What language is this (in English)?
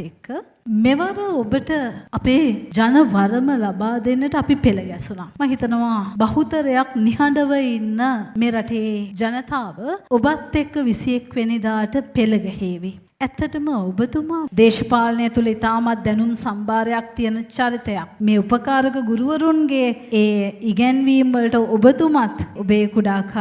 Sinhala